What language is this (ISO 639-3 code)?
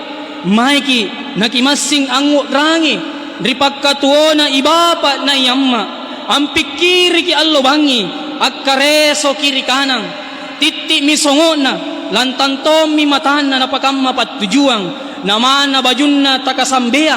mak